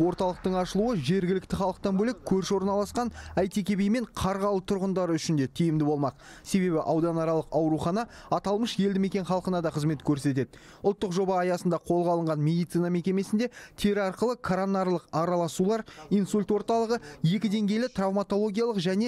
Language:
Kazakh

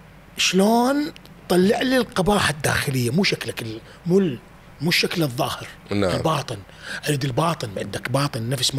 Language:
Mesopotamian Arabic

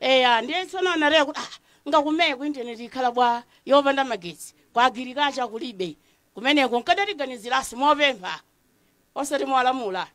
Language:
Nyanja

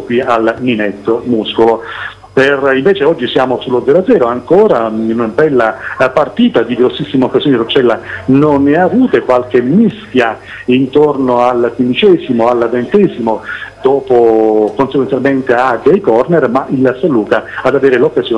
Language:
Italian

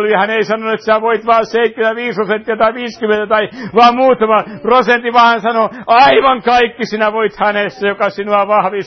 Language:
Finnish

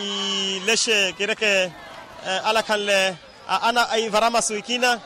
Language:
Makhuwa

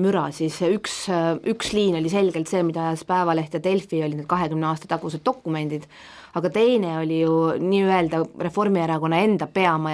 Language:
Estonian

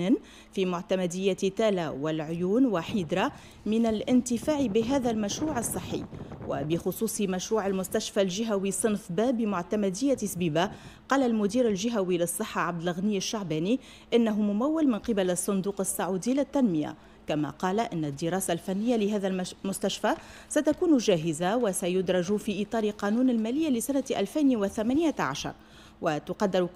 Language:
Tunisian Arabic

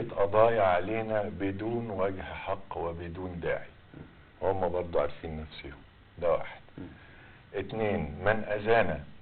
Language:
Egyptian Arabic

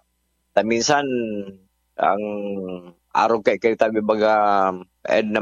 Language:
Bikol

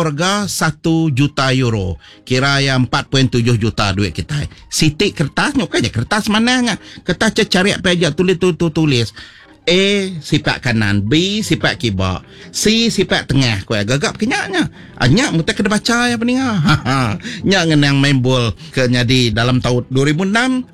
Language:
Iban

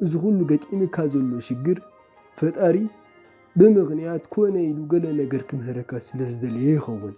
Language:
Tigrinya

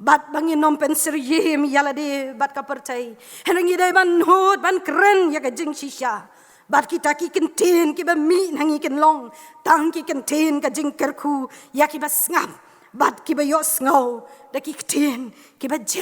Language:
Khasi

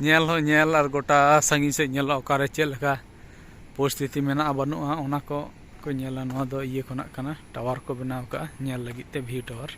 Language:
Santali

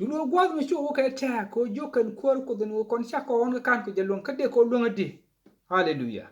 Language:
Nuer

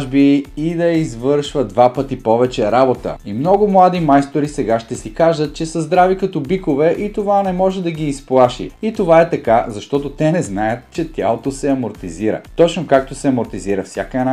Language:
Bulgarian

